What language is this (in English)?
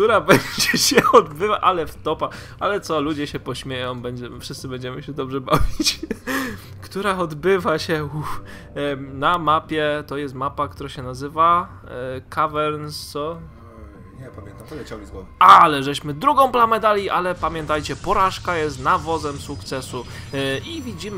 Polish